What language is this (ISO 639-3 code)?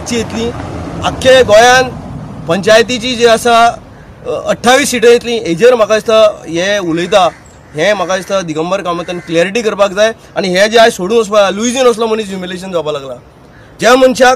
kok